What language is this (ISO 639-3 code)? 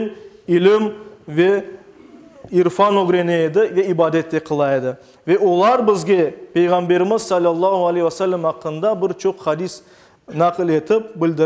crh